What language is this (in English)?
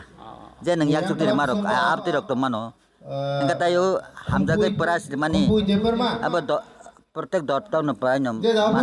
Kok Borok